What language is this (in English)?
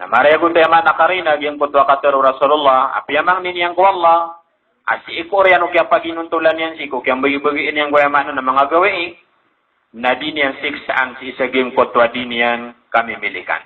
Maranao